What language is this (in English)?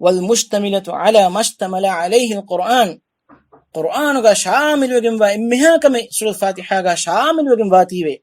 Divehi